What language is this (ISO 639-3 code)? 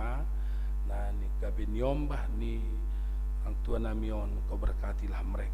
bts